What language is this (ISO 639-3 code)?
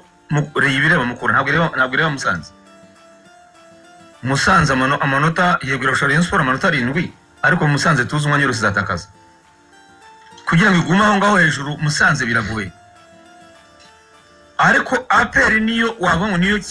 kin